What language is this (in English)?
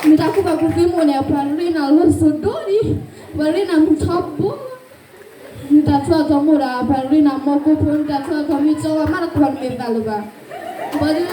S'gaw Karen